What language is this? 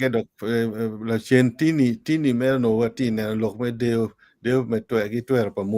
Acoli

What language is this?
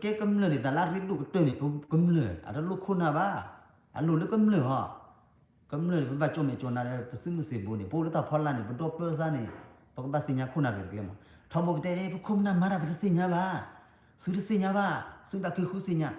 S'gaw Karen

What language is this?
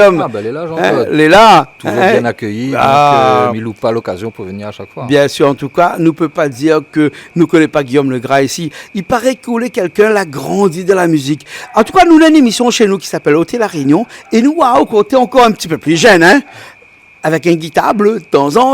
Réunion Creole French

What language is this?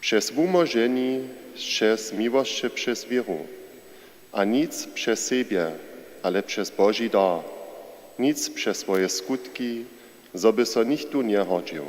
Upper Sorbian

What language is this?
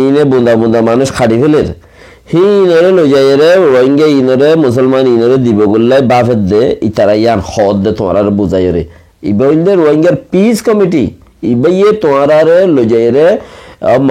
Rohingya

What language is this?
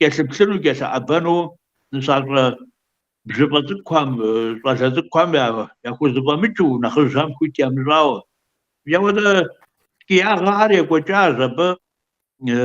Kabardian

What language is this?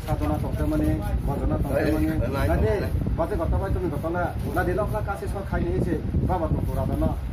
Kok Borok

